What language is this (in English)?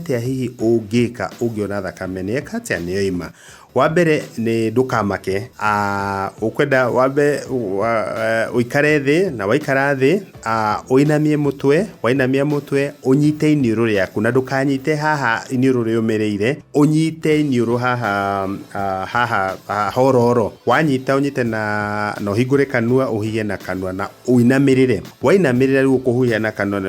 Kikuyu